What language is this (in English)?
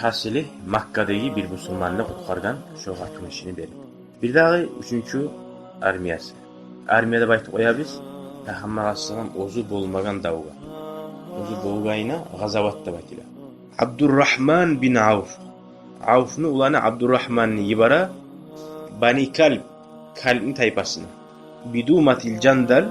Kumyk